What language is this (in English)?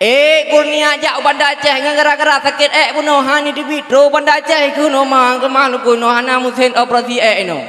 Achinese